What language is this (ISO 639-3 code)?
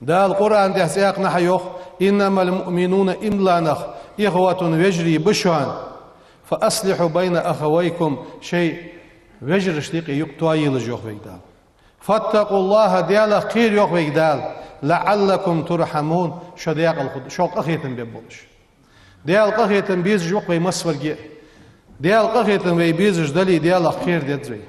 inh